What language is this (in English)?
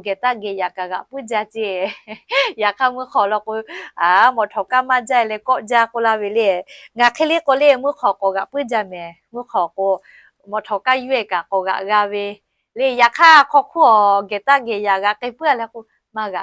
Lahu